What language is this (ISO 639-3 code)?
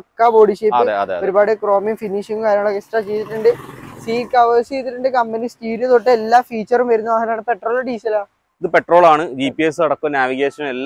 mal